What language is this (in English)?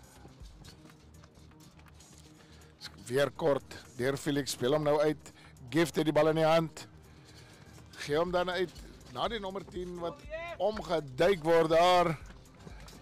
Afrikaans